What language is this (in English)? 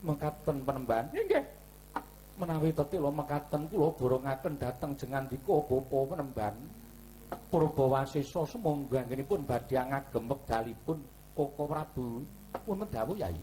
Javanese